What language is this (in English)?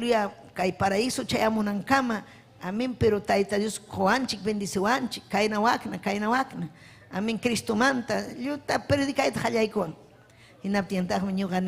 Ayacucho Quechua